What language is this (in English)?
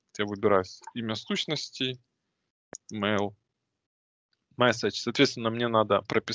Russian